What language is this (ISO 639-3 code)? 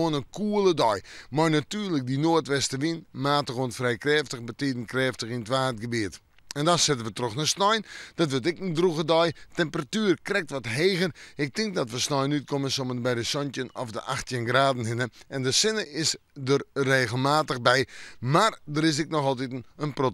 fry